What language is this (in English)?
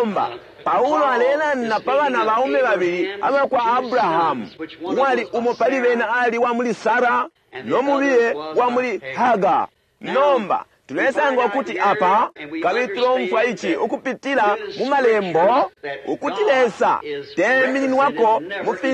Bemba